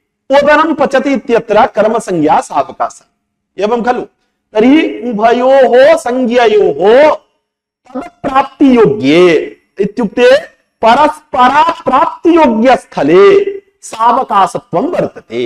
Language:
Sanskrit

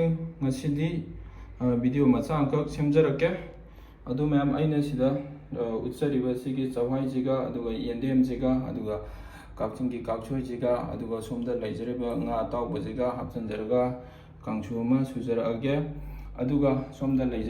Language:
Manipuri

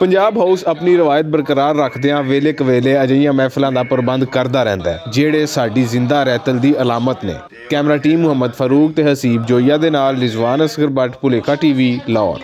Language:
Western Panjabi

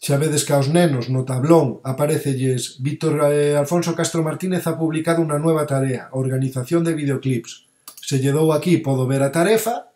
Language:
Galician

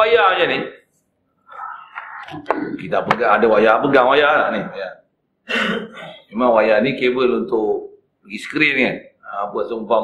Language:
Malay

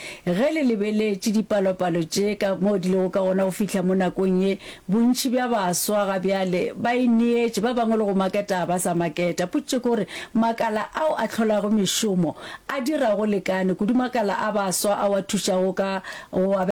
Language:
Northern Sotho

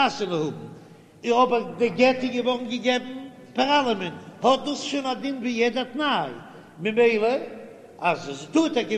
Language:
Yiddish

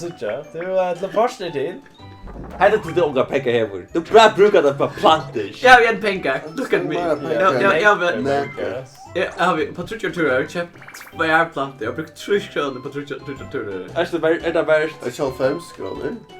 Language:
Faroese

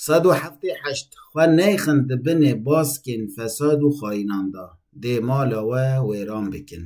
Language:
Kurdish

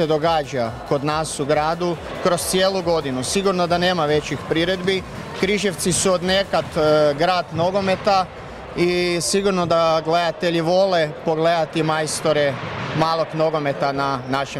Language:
Croatian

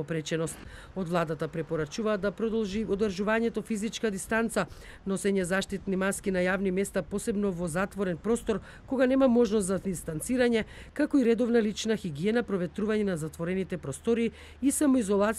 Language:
Macedonian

